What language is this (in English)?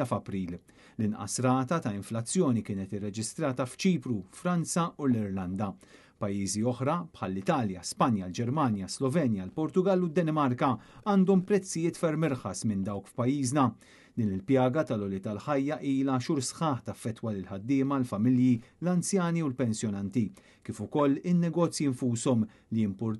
Maltese